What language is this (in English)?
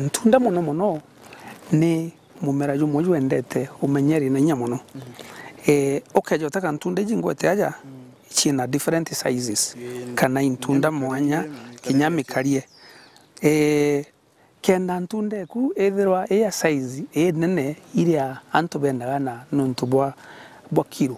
Meru